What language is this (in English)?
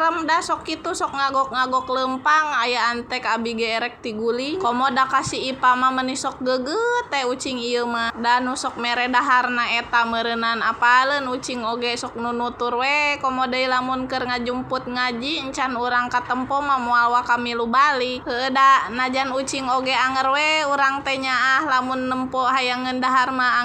Sundanese